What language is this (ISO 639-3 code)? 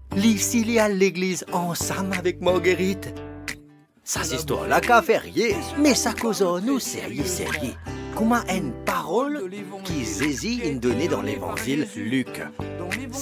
mfe